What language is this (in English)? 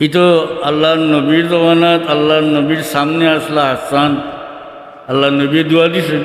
Sylheti